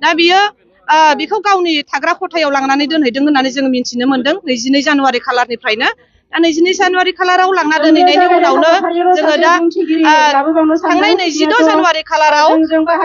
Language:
Bodo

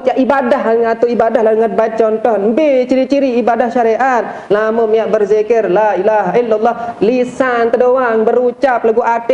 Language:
Sasak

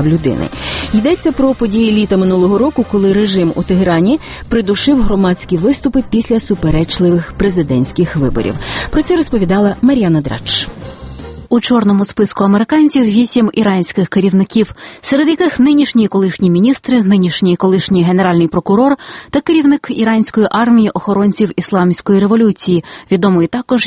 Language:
Ukrainian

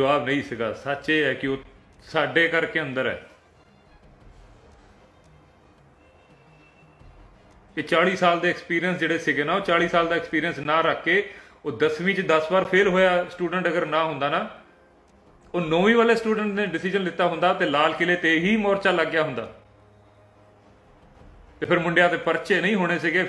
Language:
Punjabi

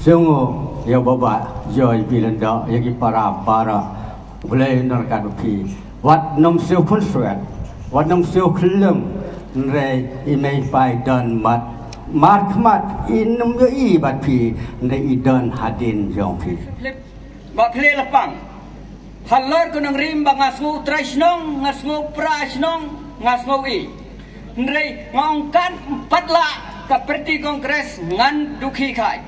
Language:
Khasi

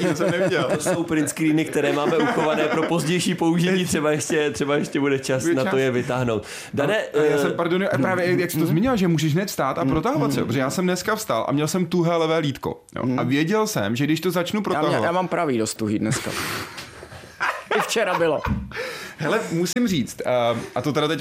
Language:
Czech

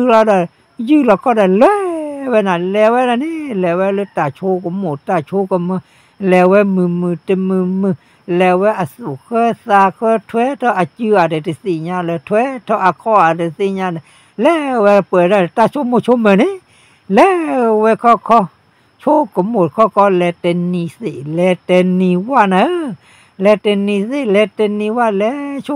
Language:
S'gaw Karen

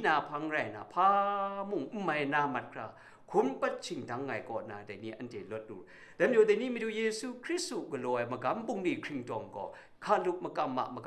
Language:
Kachin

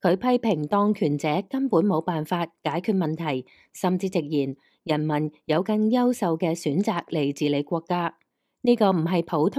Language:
Cantonese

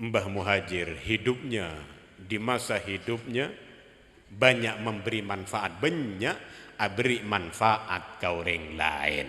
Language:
Madurese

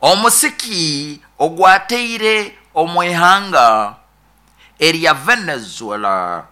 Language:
Nyoro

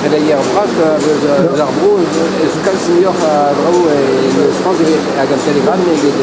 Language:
Breton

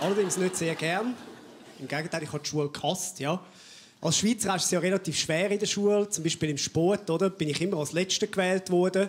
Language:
Swiss German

